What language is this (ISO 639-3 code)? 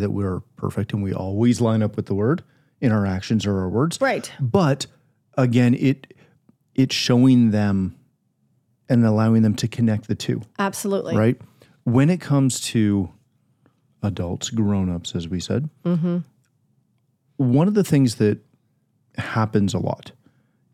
eng